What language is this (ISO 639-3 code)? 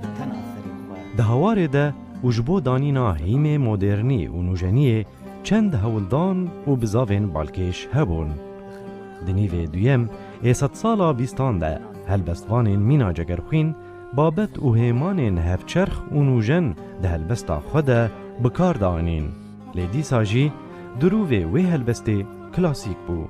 kur